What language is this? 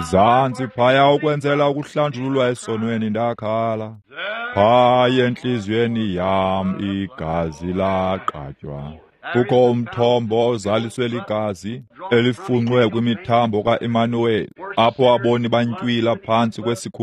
Xhosa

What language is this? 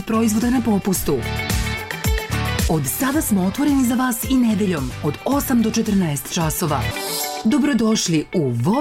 Serbian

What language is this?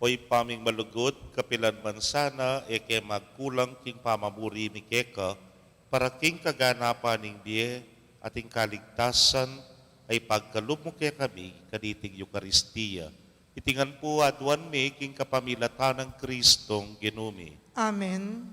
Pampanga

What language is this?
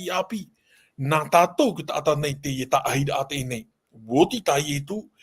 Tahitian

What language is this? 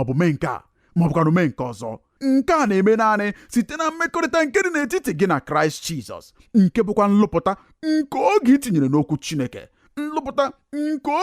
Igbo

